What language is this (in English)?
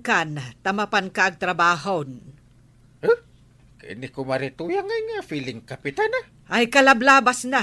Iloko